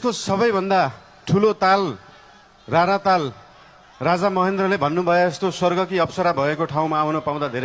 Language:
Nepali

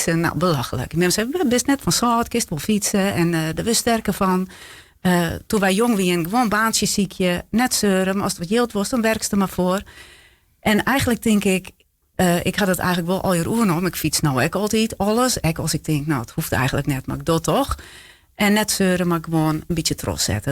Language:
Western Frisian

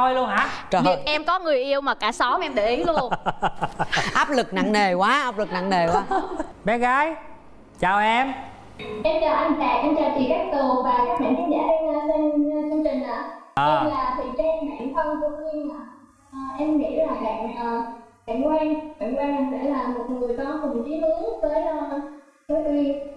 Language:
Vietnamese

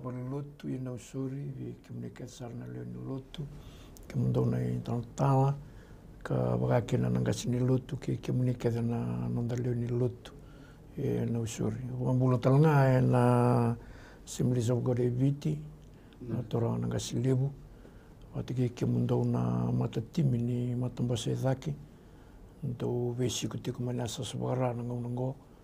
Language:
Fijian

